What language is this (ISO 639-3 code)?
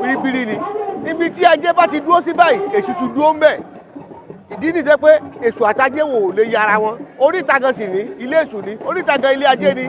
yor